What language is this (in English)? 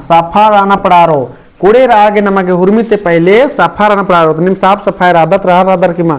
Kurukh